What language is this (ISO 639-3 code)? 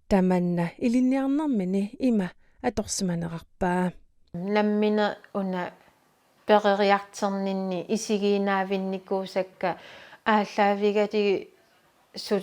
kal